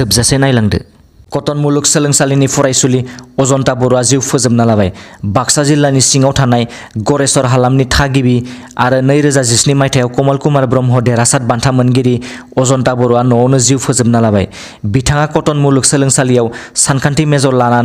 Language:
Bodo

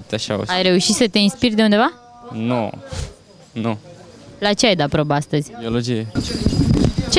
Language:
Romanian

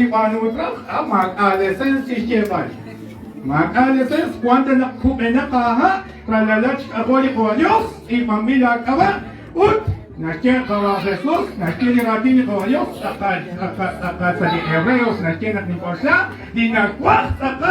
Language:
Kekchí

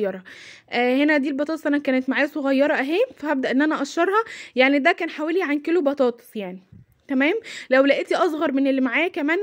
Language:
Egyptian Arabic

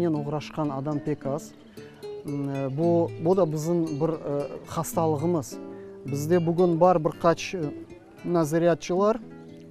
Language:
Crimean Tatar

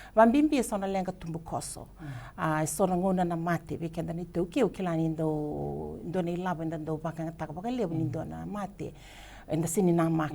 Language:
Fijian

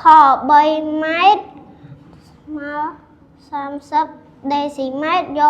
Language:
Khmer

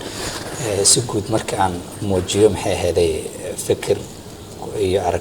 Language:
Somali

